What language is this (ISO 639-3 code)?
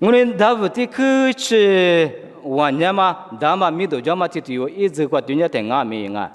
lis